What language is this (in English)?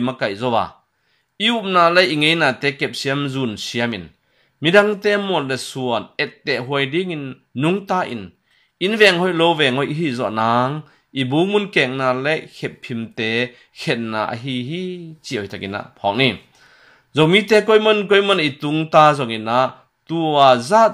Tedim Chin